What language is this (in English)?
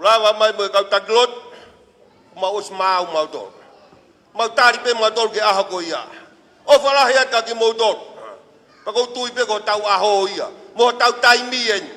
Tongan